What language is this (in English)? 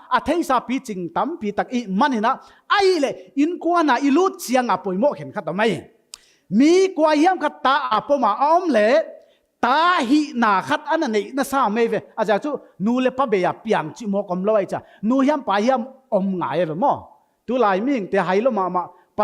Paite Chin